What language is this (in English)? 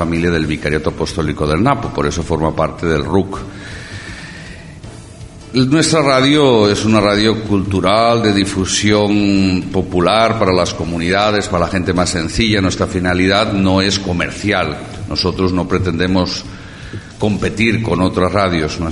Spanish